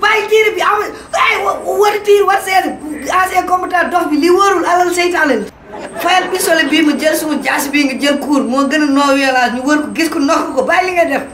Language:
Wolof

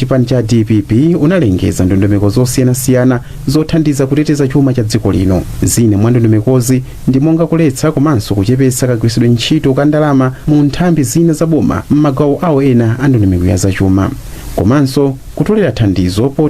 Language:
Nyanja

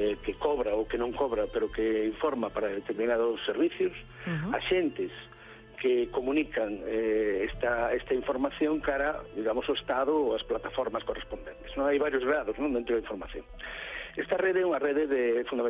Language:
Galician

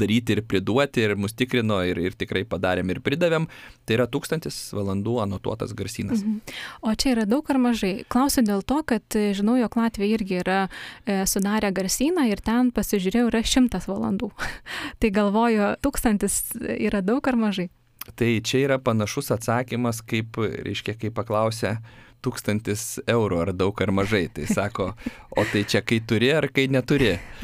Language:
Lithuanian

